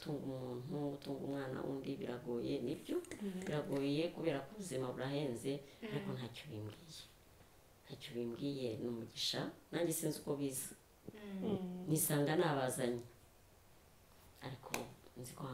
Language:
Kinyarwanda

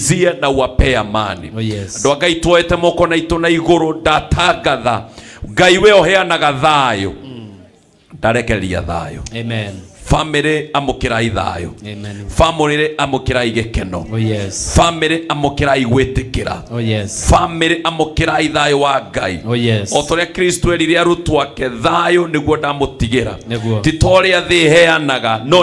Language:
Kikuyu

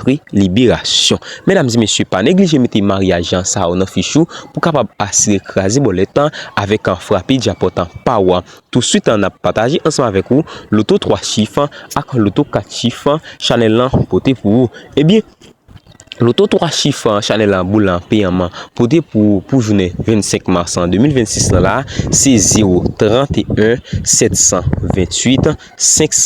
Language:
Haitian Creole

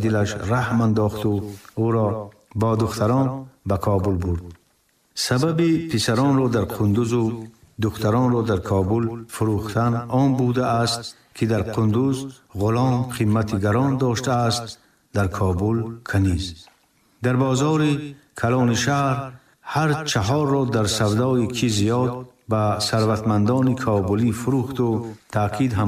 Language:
Tajik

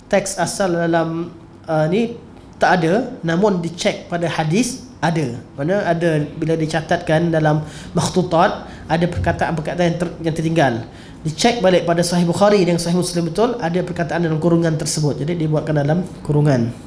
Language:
Malay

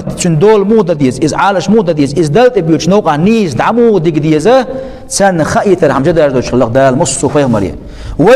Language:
Chechen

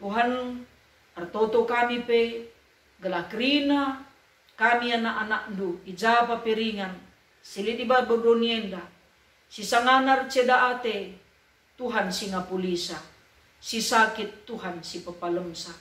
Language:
Batak Karo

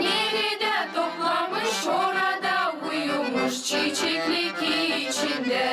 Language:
Gagauz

